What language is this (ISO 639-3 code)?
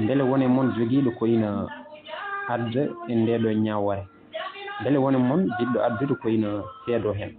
ful